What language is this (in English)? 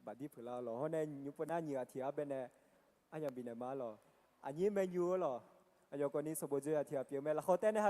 Akha